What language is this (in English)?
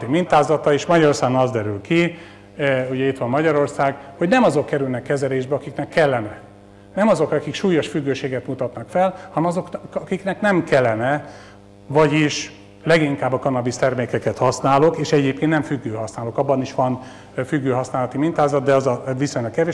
Hungarian